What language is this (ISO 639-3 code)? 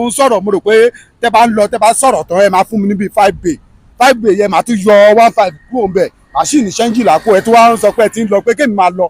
yor